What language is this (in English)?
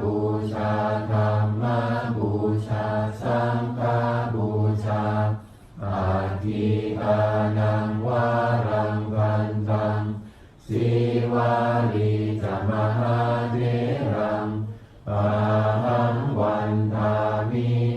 Pali